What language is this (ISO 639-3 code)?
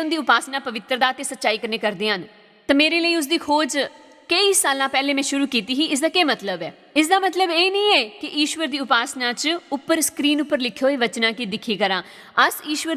doi